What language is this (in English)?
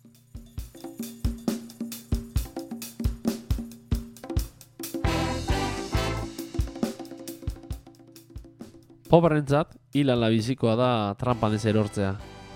Basque